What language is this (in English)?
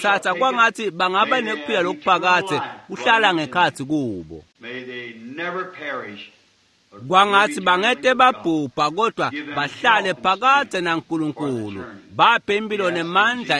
Swati